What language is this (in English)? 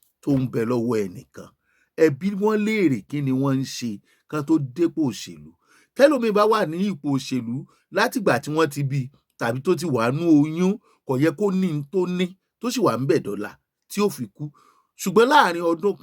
Yoruba